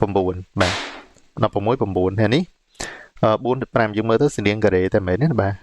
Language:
Khmer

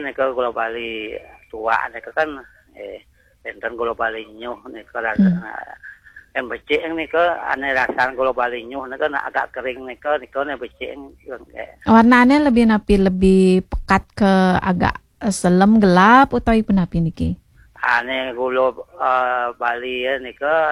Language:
Balinese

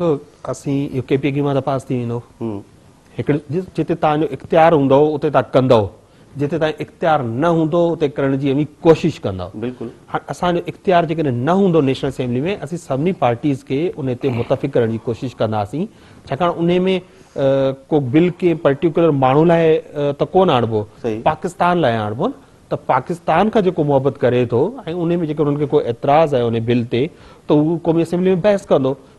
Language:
Sindhi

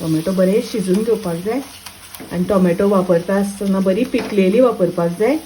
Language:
Konkani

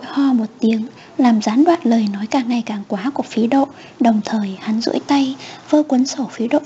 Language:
Vietnamese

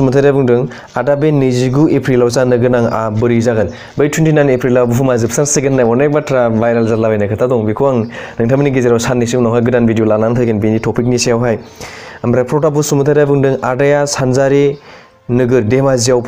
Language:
Bodo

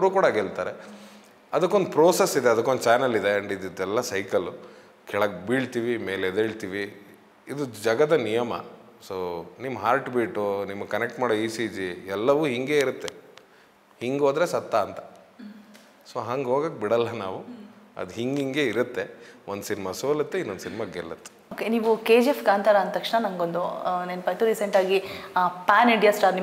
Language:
Kannada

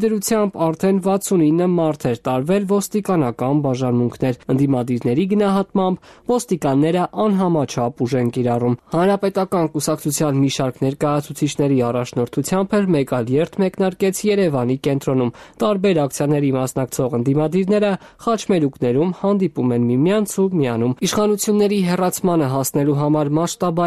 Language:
Armenian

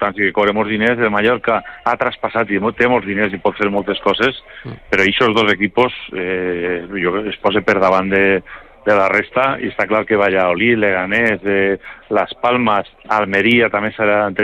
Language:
Catalan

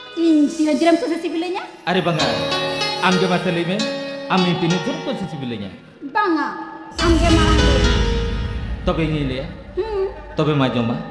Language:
Santali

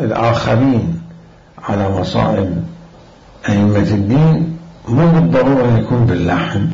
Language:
Mesopotamian Arabic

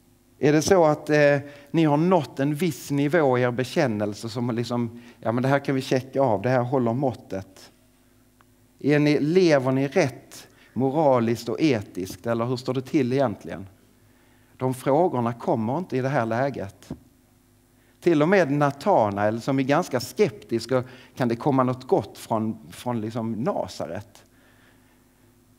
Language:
Swedish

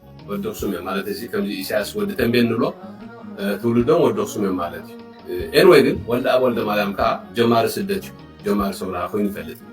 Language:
Tigrinya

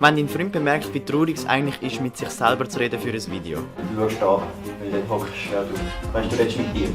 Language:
Swiss German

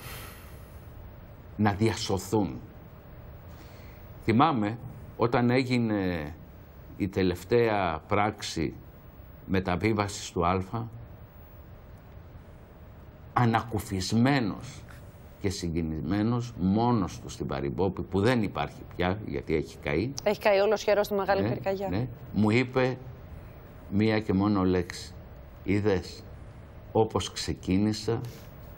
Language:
Greek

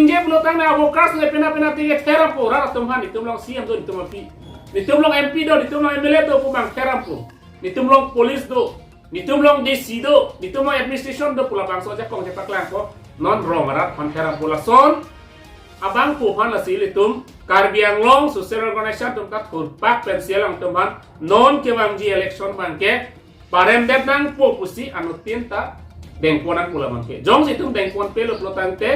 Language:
Karbi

